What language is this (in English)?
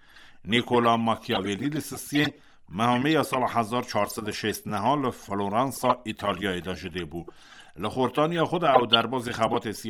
Kurdish